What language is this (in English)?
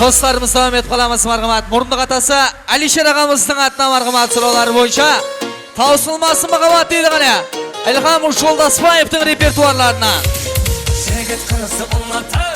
Kara-Kalpak